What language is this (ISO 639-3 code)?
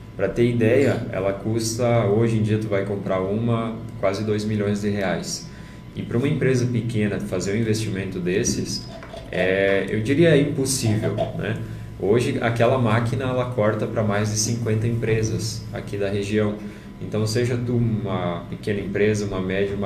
por